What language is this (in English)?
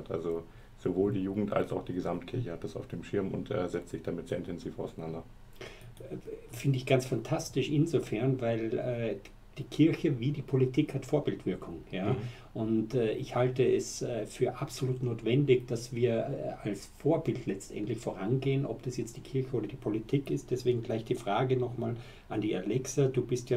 German